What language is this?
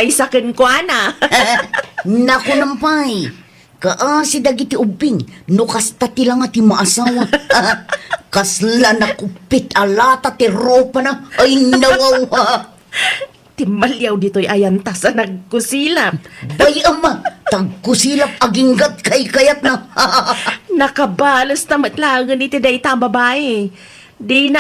Iloko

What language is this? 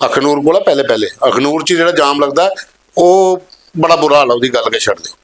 Dogri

